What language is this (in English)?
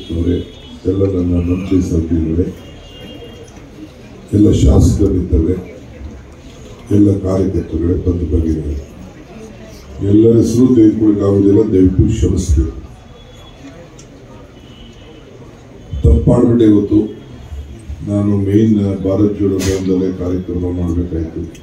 Kannada